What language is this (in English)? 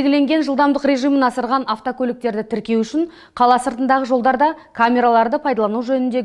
Kazakh